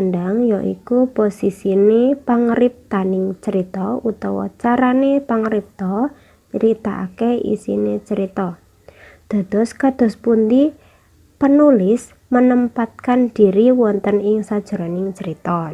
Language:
Javanese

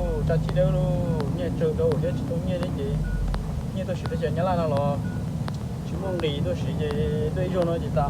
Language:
Hmong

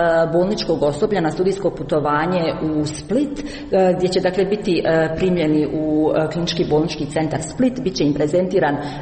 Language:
Croatian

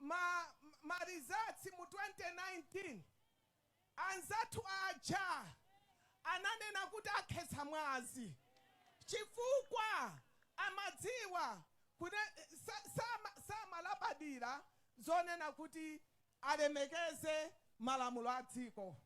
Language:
Nyanja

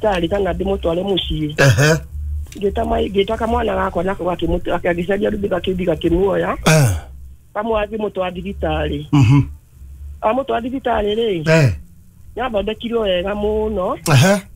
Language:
Kikuyu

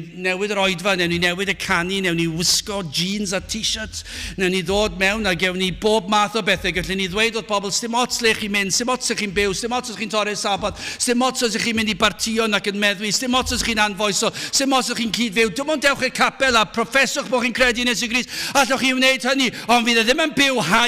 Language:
Welsh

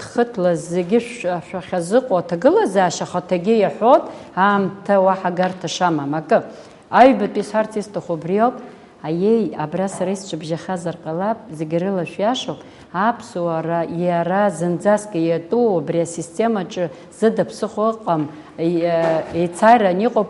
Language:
Abkhazian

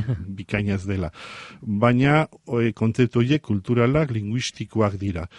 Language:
Basque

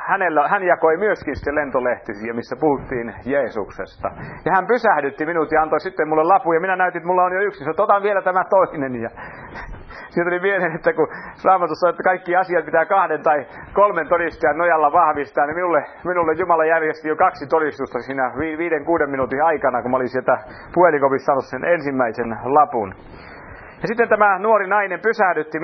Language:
Finnish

